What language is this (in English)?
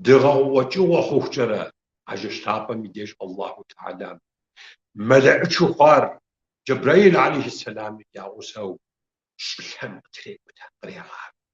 Kabardian